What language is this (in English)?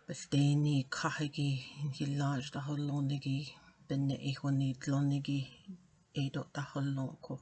Navajo